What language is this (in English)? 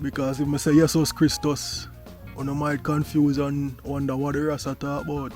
Jamaican Creole English